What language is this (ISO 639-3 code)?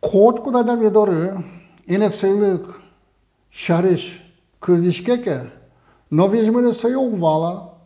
udm